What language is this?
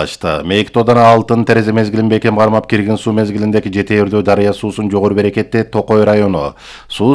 Kyrgyz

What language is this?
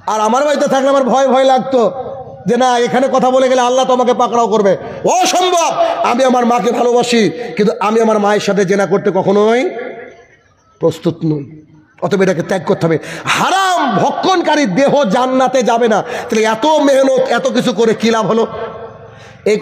Bangla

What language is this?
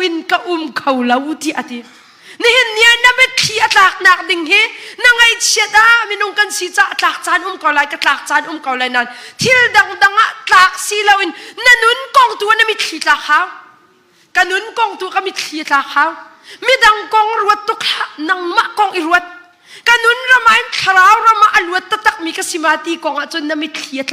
Hakha Chin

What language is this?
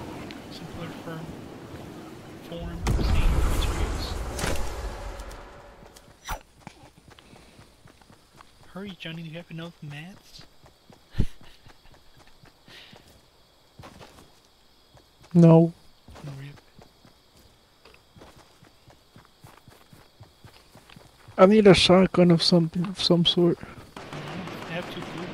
English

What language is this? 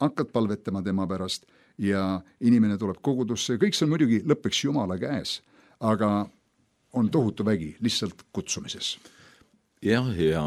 Estonian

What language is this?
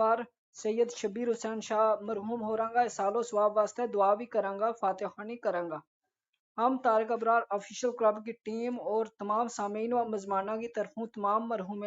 Gujari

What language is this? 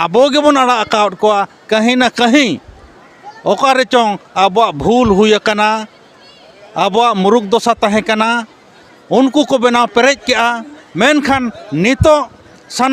Santali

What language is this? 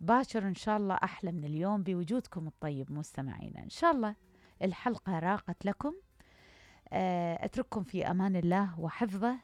Mesopotamian Arabic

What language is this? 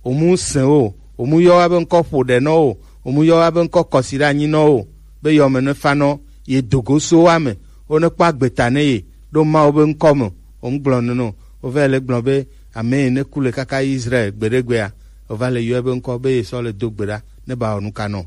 Gen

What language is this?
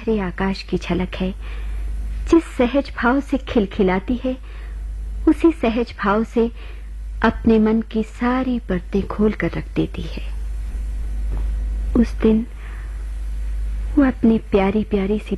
Hindi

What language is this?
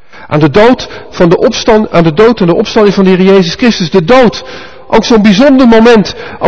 Dutch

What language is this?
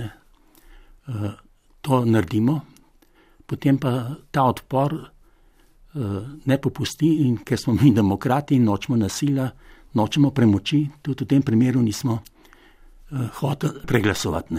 Slovenian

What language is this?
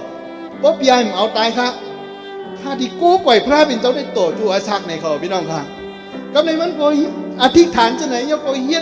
Shan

